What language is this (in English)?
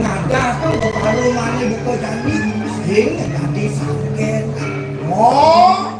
Balinese